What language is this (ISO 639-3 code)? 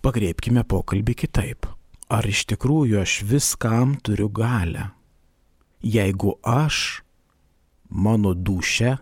lit